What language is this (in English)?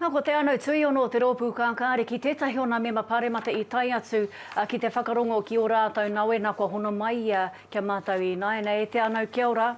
Māori